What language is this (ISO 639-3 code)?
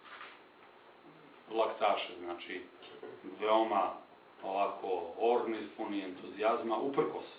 srp